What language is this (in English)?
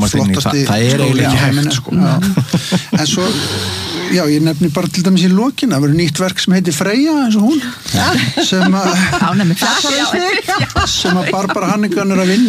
Icelandic